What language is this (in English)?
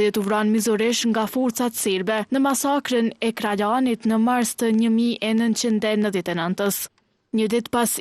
Albanian